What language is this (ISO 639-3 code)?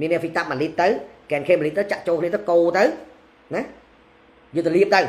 khm